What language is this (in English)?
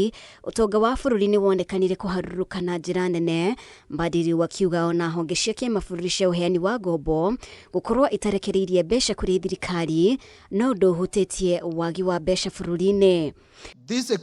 Kikuyu